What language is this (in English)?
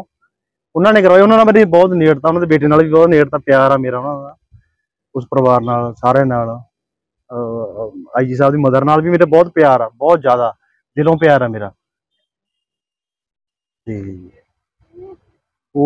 Punjabi